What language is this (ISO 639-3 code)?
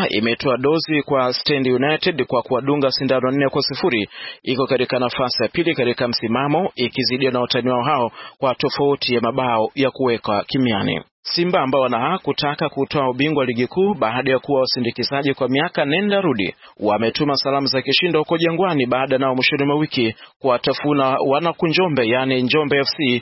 swa